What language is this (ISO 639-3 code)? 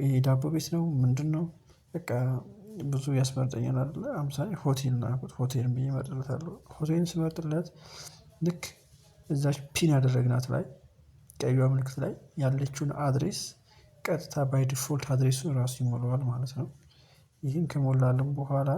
amh